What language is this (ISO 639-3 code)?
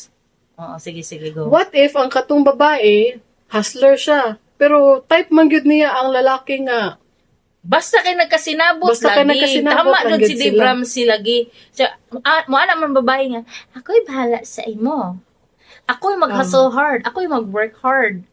ceb